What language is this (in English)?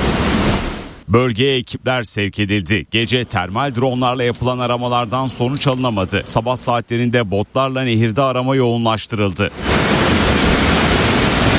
Turkish